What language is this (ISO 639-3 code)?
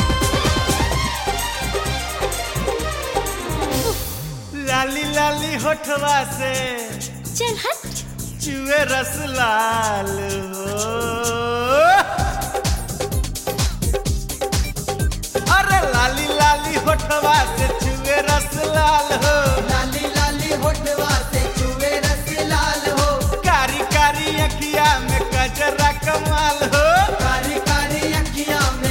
bho